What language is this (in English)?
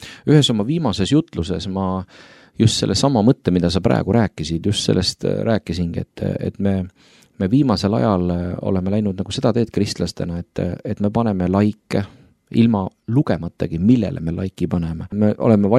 Estonian